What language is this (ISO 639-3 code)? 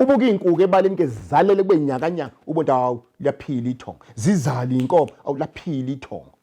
zul